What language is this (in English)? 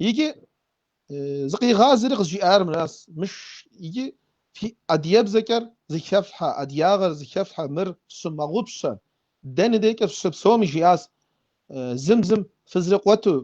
Kabardian